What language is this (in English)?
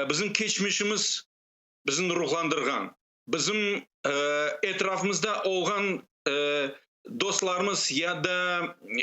Crimean Tatar